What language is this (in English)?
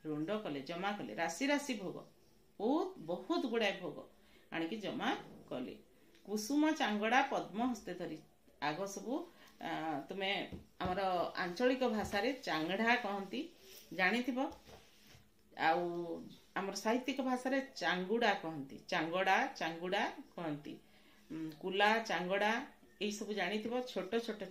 Odia